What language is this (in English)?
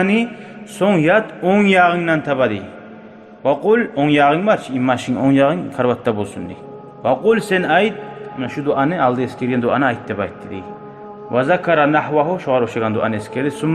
Kumyk